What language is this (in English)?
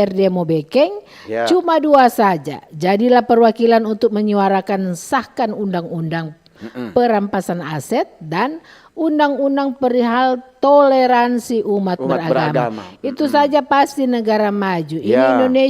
Manado Malay